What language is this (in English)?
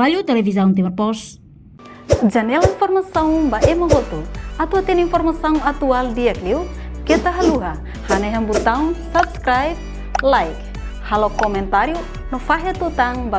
Tetum